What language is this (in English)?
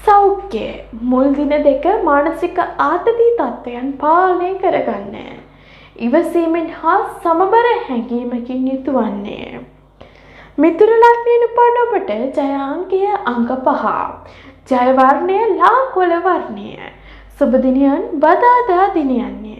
Sinhala